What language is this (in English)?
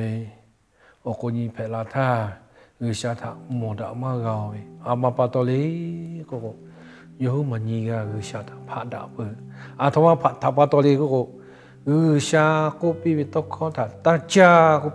Lahu